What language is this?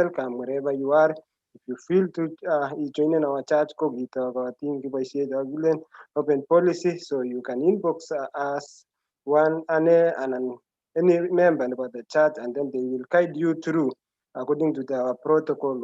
Kalenjin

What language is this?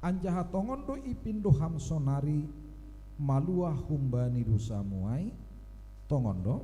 Batak Simalungun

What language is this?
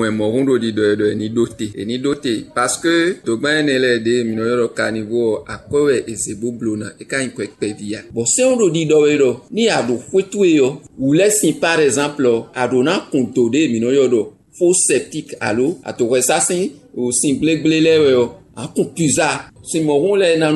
Fon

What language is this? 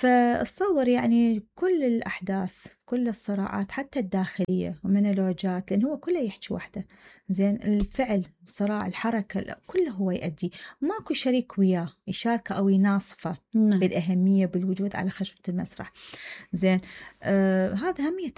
Mesopotamian Arabic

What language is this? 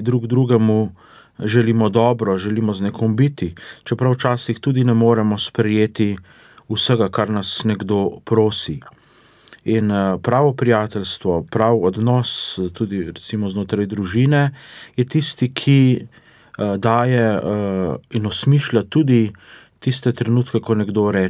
Slovenian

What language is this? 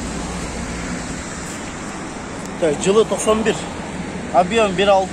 Kyrgyz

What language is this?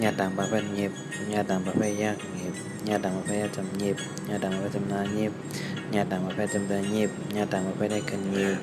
Shan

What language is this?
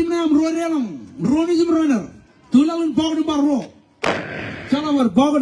Marshallese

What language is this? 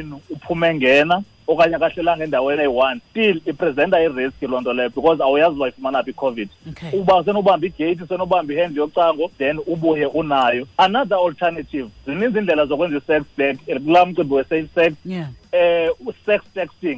Xhosa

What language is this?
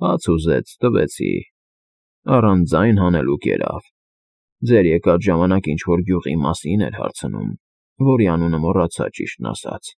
Armenian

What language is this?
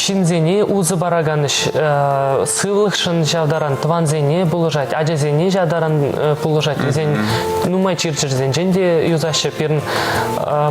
Chuvash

